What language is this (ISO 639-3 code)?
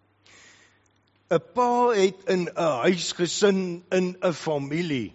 afr